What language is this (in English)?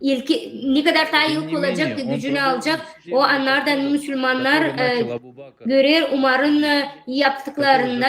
Gagauz